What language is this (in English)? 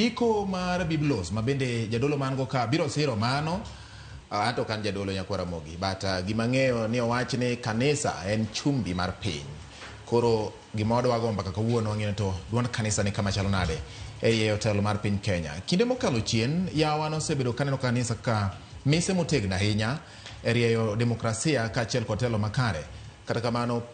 Luo (Kenya and Tanzania)